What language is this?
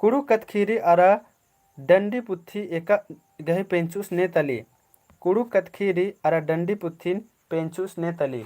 Kurukh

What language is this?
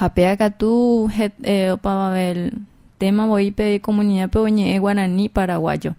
Guarani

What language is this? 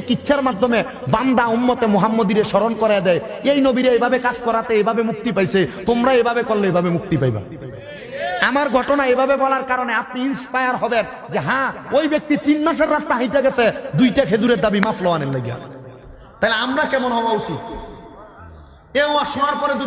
Bangla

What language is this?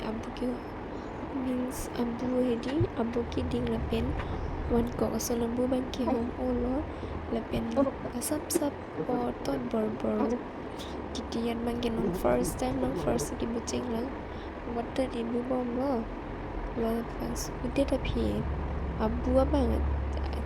Karbi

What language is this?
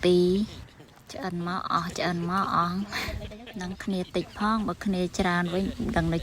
Khmer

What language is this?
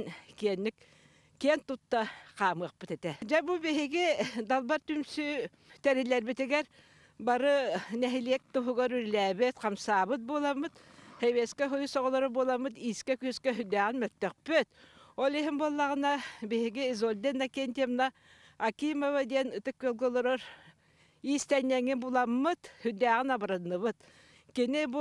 Yakut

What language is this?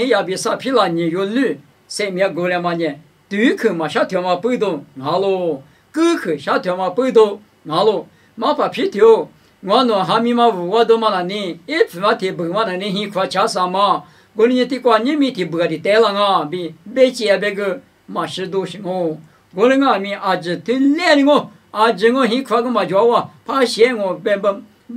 Lisu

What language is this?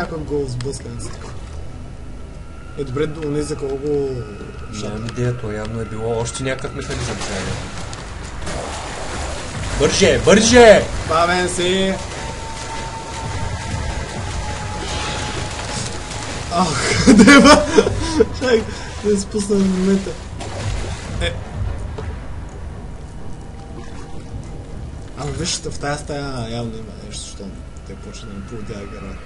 Bulgarian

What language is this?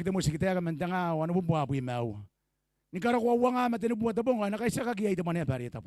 Gilbertese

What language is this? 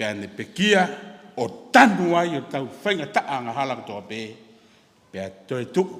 Tongan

